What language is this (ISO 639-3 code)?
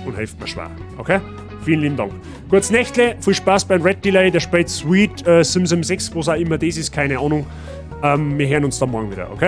bar